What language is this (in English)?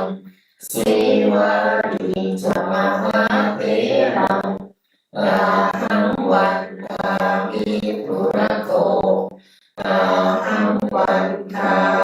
Pali